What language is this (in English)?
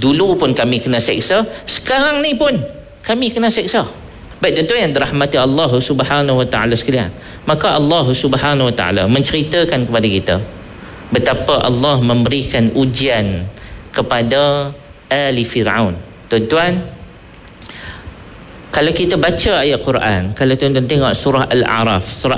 Malay